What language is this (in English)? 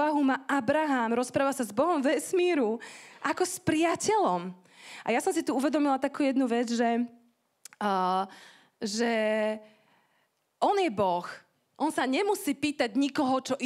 Slovak